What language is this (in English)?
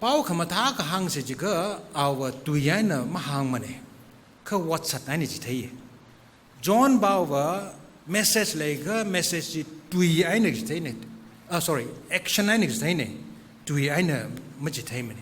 Tangkhul Naga (India)